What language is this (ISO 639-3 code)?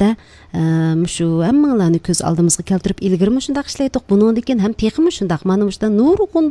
uig